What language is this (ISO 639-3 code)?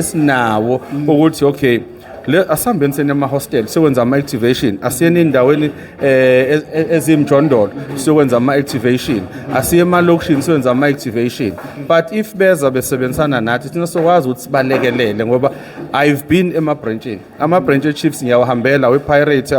zul